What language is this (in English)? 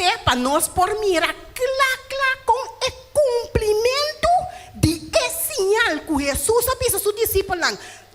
Papiamento